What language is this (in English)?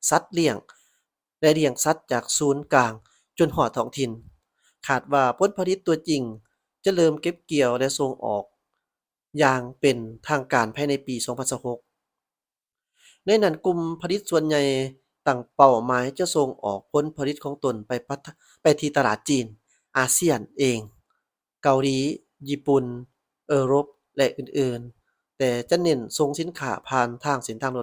Lao